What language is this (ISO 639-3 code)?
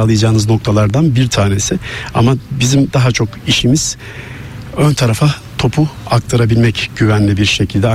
tur